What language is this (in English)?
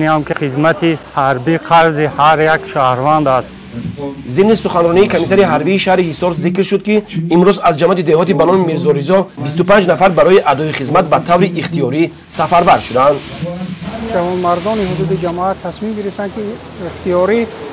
Tajik